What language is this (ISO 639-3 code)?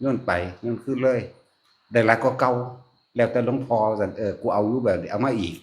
tts